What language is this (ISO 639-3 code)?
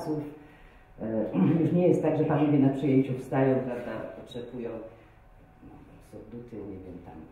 pol